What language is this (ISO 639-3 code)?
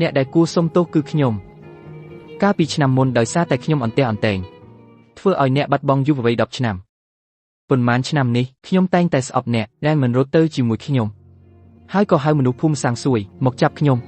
khm